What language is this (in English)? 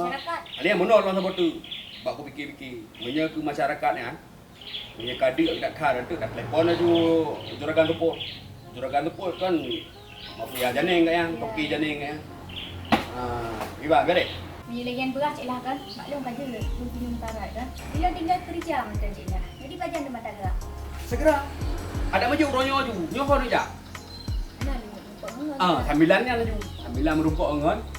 Achinese